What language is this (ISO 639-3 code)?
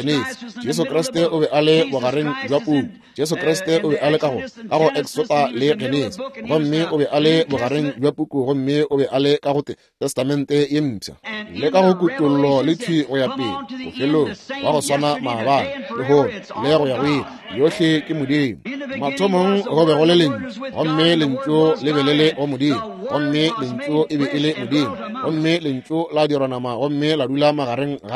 nso